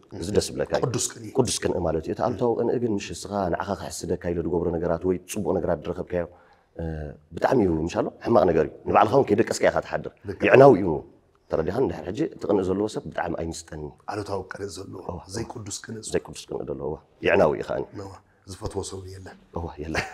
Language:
Tigrinya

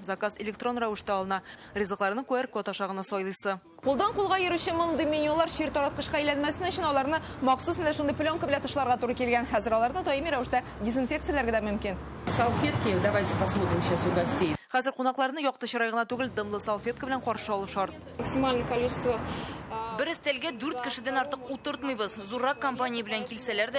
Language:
Tatar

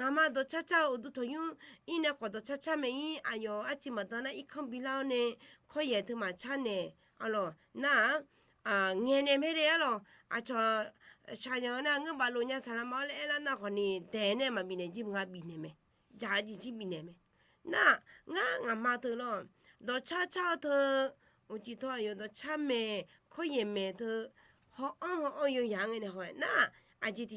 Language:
Akha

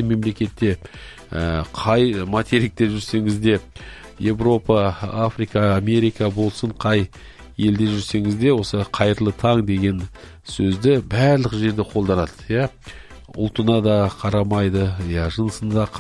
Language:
Kazakh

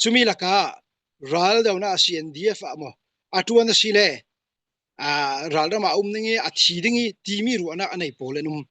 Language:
Falam Chin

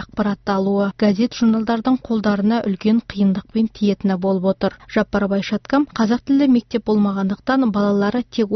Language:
Kazakh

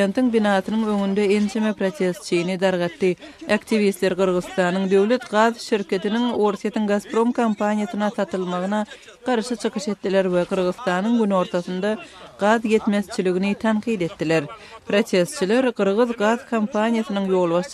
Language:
Turkmen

